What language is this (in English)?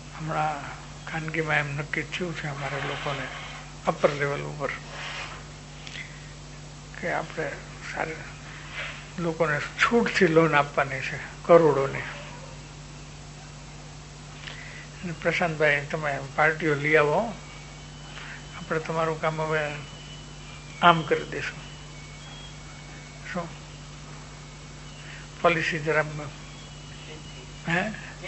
Gujarati